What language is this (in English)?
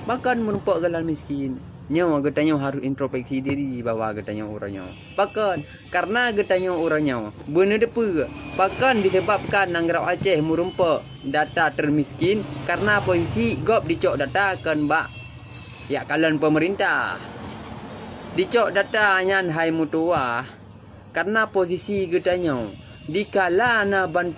Achinese